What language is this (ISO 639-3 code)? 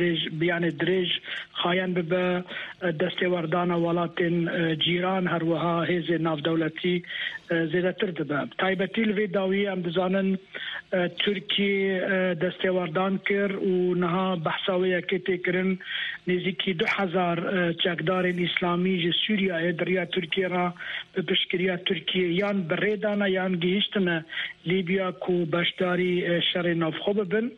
kur